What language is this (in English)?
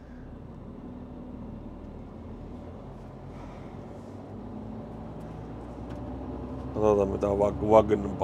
Finnish